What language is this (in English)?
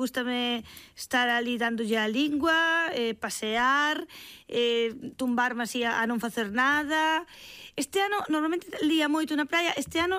Galician